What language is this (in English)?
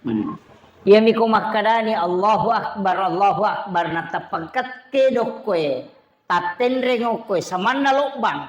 Buginese